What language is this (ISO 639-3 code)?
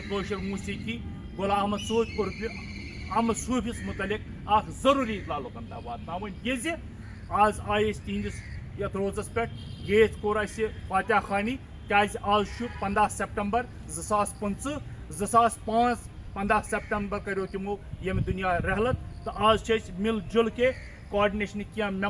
kas